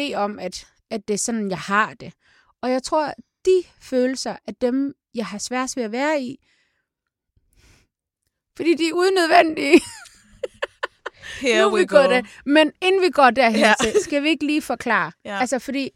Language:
Danish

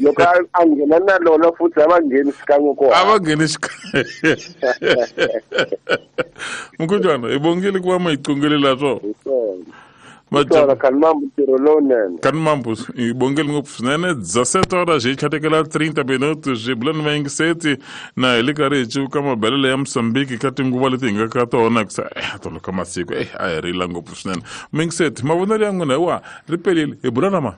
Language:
Tsonga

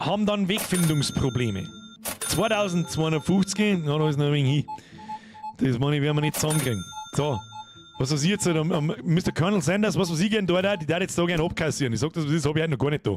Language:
Bavarian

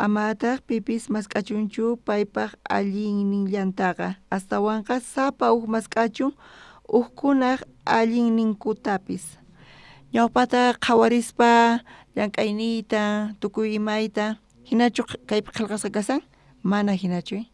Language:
South Bolivian Quechua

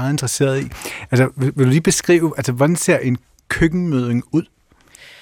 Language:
Danish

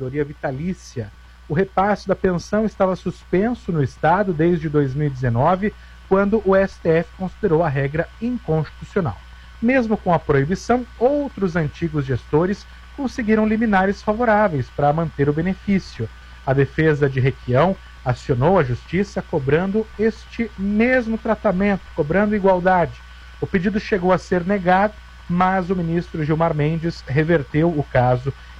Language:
Portuguese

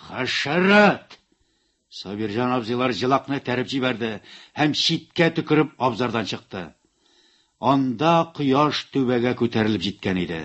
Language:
Tatar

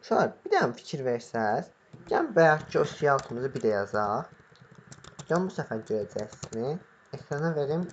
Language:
Azerbaijani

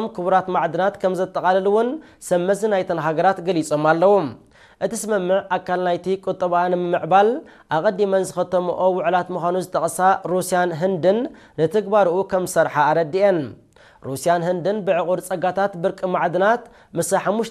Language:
Tigrinya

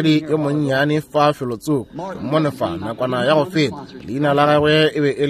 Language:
Northern Sotho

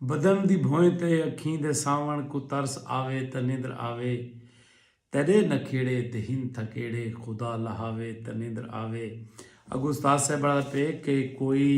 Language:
Saraiki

